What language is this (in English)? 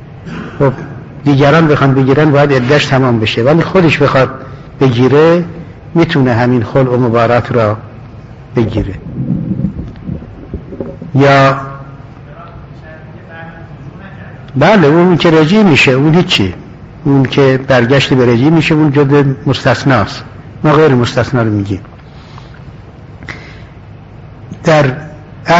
Persian